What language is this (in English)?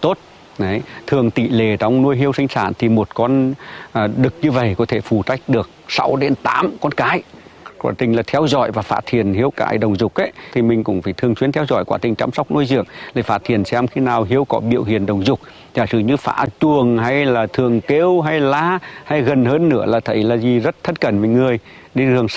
Vietnamese